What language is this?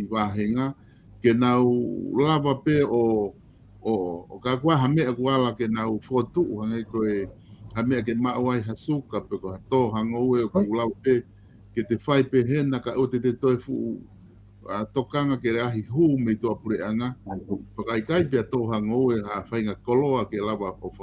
Tongan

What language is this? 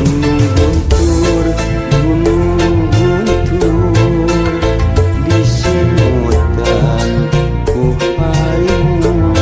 Sundanese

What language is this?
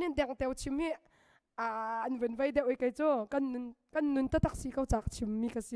Hakha Chin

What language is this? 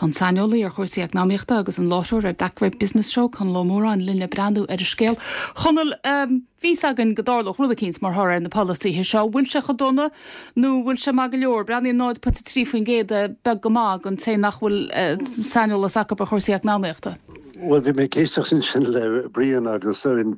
Irish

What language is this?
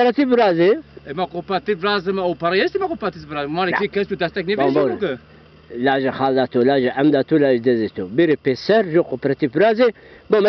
Zaza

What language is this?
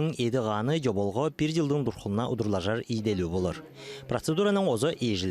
Southern Altai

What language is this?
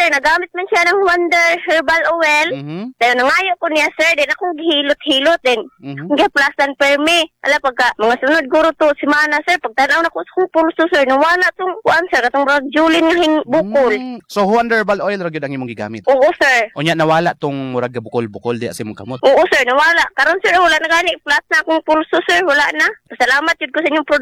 Cebuano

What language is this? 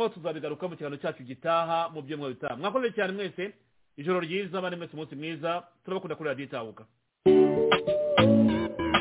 Kinyarwanda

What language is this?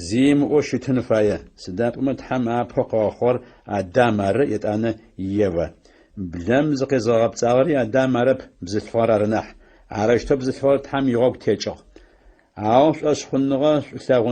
Adyghe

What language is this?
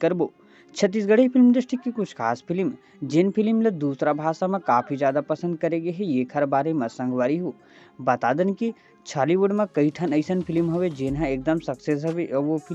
Chhattisgarhi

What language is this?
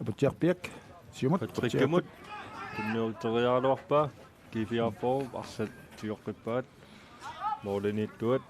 Kalaallisut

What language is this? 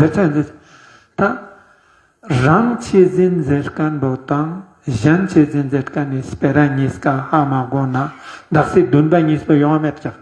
Ladakhi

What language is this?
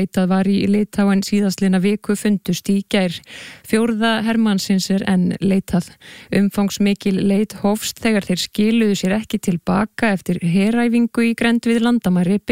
Icelandic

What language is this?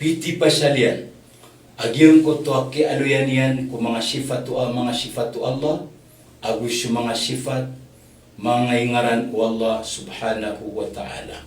Maranao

